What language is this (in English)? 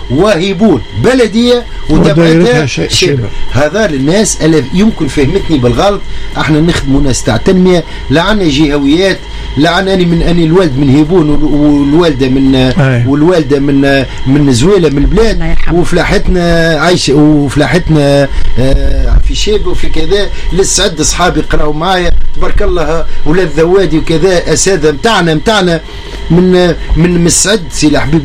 Tunisian Arabic